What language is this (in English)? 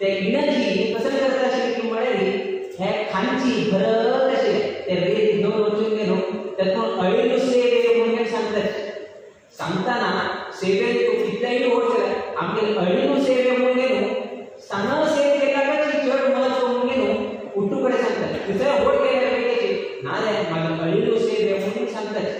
Konkani